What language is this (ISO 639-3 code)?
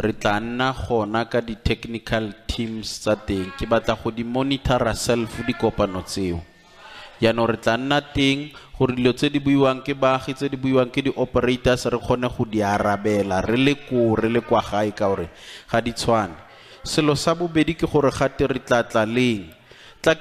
tsn